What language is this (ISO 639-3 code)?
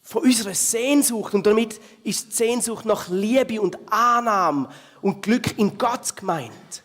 gsw